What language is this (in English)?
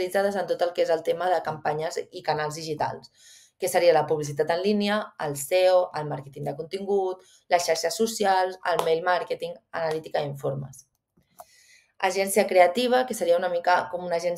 Catalan